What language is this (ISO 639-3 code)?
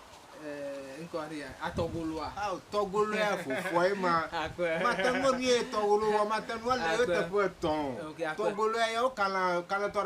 ewe